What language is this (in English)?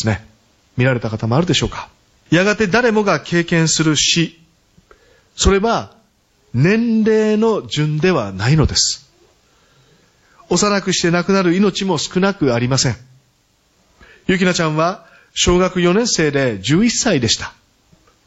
Japanese